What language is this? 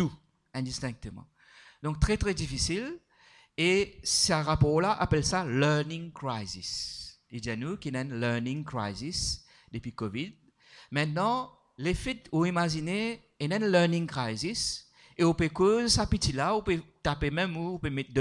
Morisyen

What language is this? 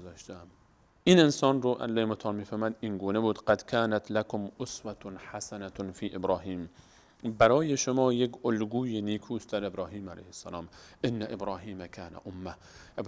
Persian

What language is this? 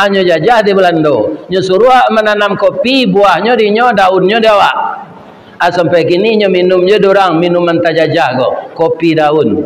Minangkabau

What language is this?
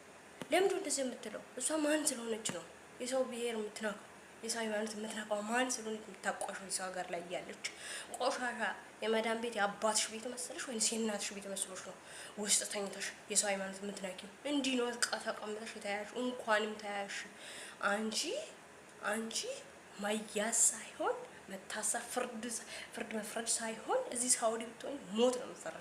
Amharic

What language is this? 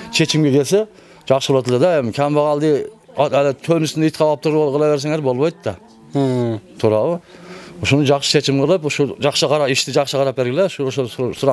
Kyrgyz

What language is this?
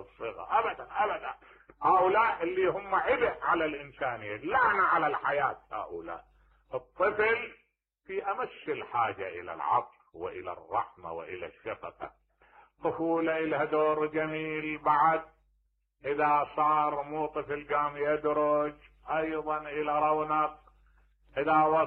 Mesopotamian Arabic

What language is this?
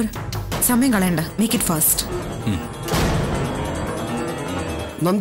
Malayalam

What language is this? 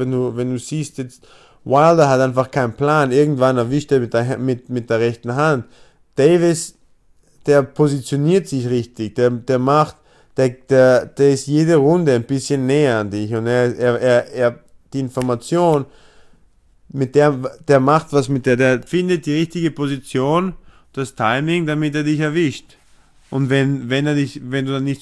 German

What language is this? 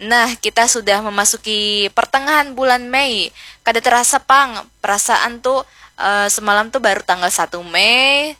Banjar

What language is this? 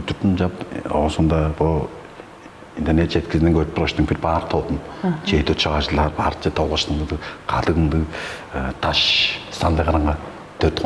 Tuvinian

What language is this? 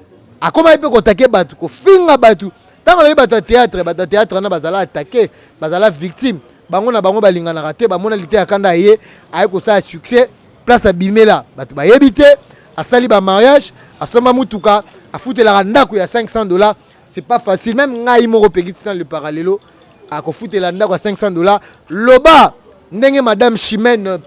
Lingala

